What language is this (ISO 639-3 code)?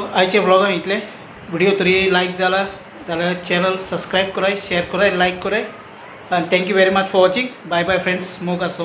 kok